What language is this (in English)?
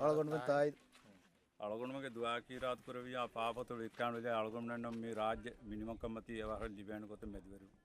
Divehi